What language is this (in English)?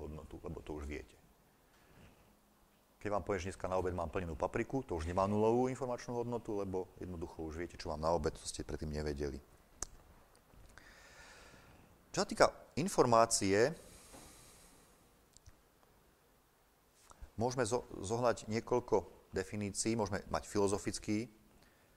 Slovak